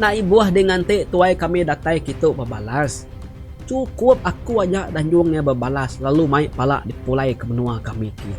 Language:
Iban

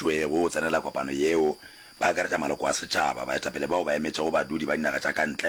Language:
Northern Sotho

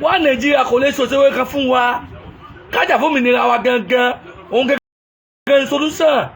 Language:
Yoruba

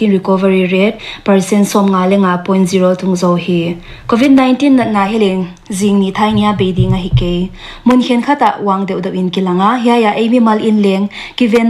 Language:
Paite Chin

